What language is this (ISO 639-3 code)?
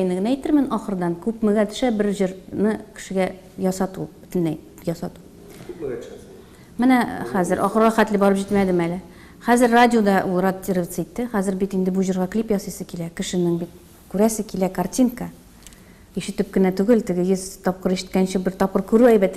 tat